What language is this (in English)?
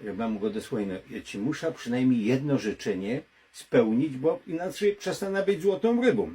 Silesian